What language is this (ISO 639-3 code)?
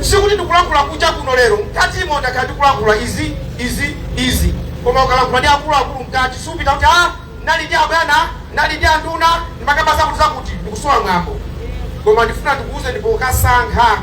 nya